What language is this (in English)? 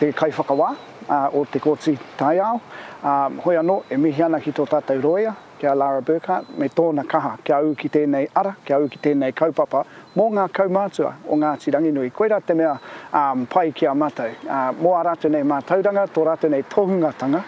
Māori